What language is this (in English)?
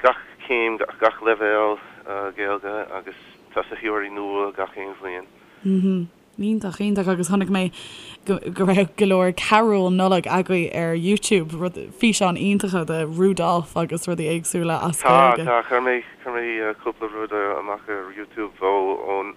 Irish